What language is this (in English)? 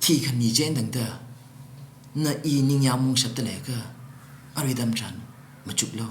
Tangkhul Naga (India)